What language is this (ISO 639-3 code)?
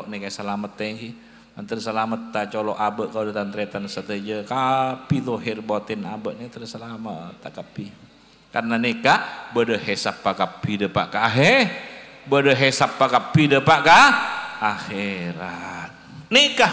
mad